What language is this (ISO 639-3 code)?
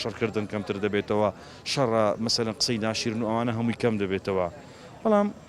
ckb